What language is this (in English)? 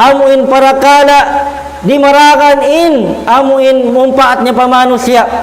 Tausug